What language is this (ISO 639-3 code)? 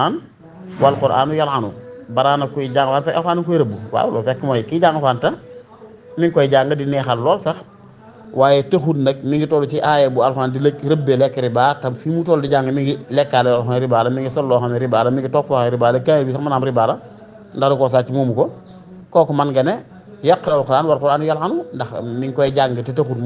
wol